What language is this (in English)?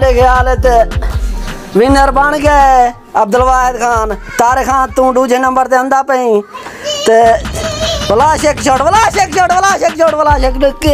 Saraiki